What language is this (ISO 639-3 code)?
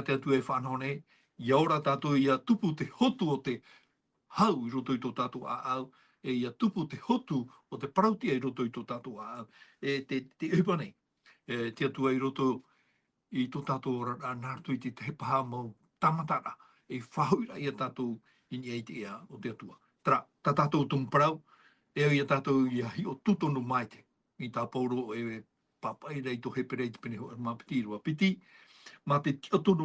tah